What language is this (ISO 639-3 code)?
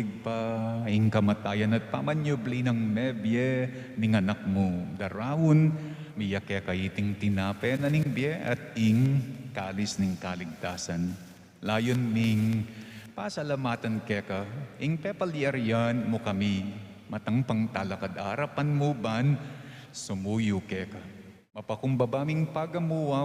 pam